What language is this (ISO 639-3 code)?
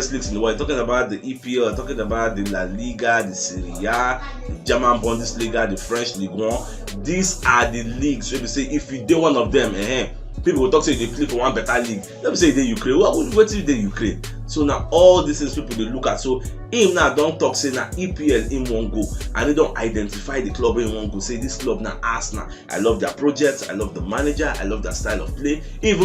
pcm